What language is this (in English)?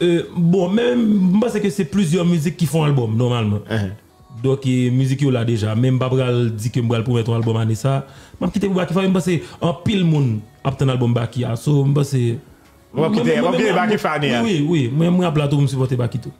Haitian Creole